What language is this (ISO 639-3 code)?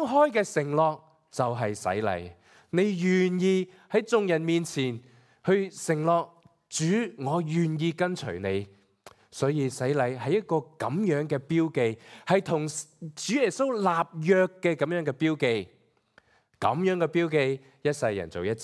yue